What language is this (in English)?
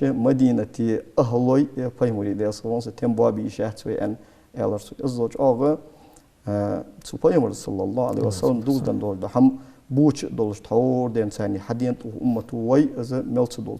Ingush